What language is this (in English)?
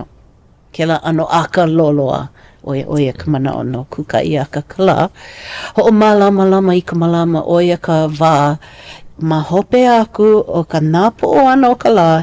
Hawaiian